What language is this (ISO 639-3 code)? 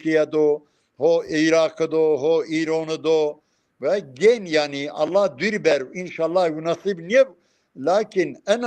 zza